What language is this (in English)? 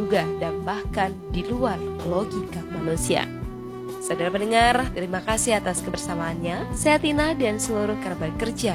Indonesian